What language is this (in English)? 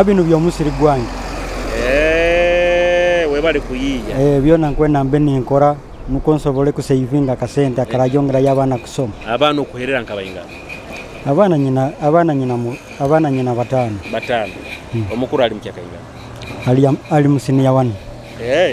Nyoro